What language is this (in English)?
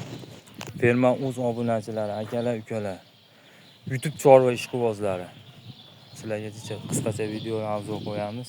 Uzbek